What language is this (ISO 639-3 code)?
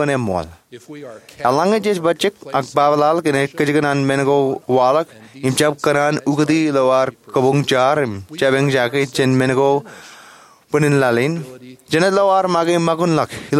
mah